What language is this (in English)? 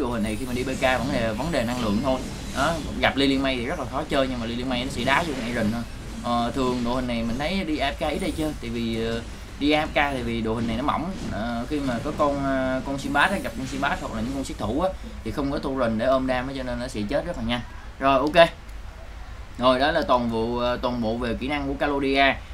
Vietnamese